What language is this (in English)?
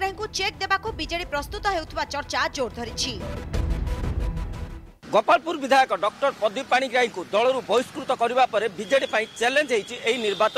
Odia